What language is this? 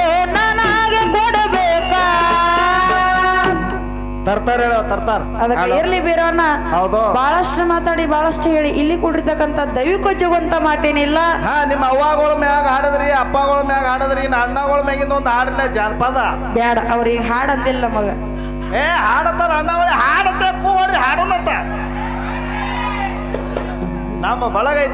Kannada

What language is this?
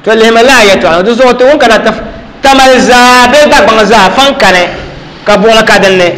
Dagbani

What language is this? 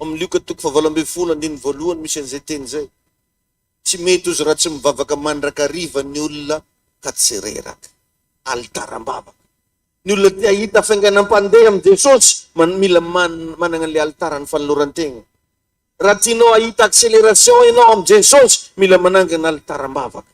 Malagasy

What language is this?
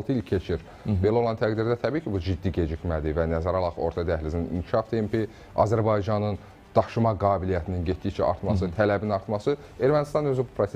Azerbaijani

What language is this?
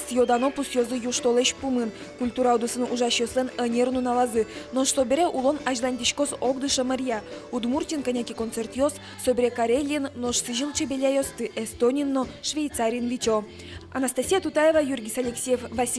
Udmurt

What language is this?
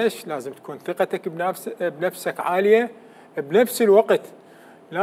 Mesopotamian Arabic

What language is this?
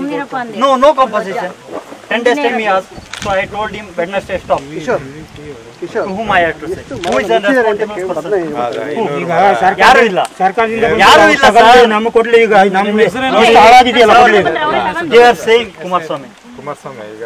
Kannada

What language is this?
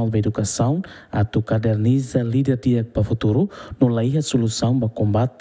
Tetum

